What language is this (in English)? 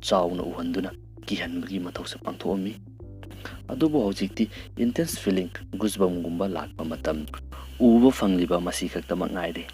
Manipuri